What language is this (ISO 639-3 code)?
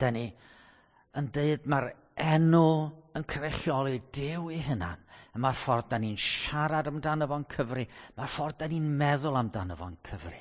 cym